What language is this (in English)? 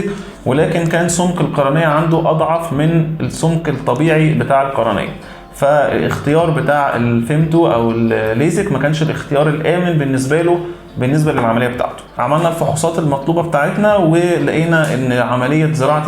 Egyptian Arabic